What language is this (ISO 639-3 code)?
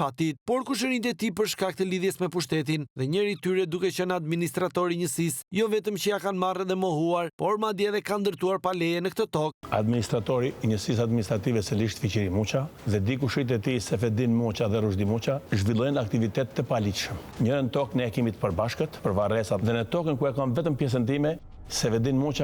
sqi